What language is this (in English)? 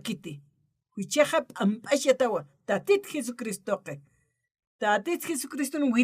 Aymara